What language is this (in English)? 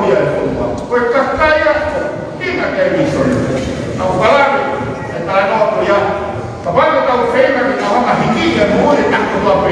Tongan